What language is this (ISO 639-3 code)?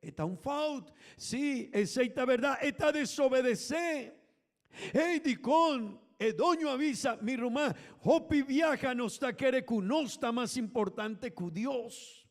pap